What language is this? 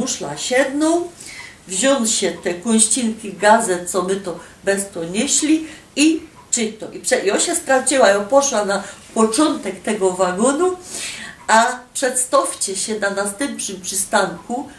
Silesian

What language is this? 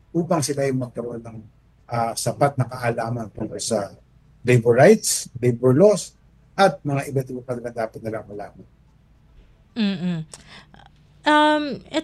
Filipino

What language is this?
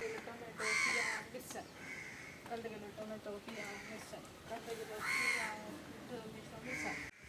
Konkani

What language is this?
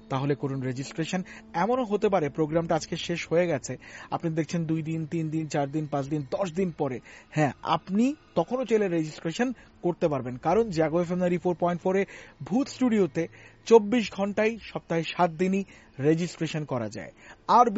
Bangla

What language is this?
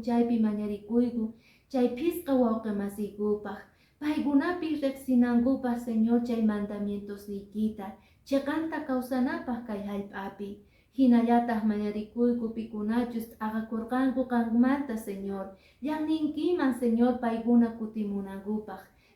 Quechua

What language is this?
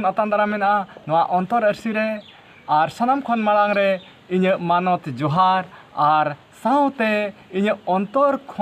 Santali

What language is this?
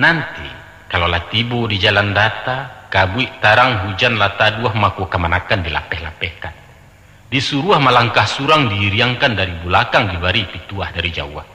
Minangkabau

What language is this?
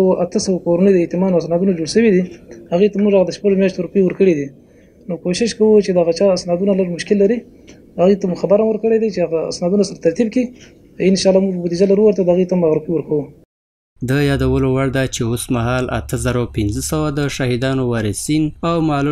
Pashto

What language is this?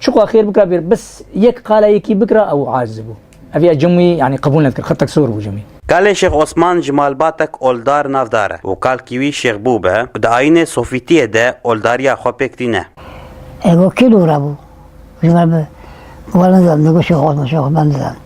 Kurdish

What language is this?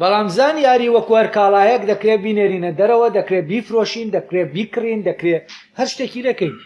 Central Kurdish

